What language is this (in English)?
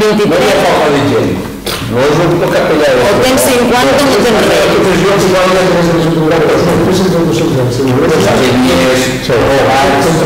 Catalan